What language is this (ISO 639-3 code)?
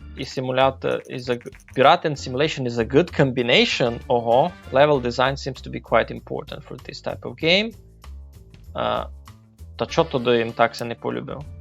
rue